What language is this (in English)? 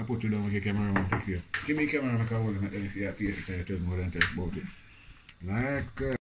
Jamaican Creole English